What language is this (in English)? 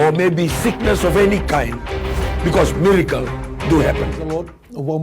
Fijian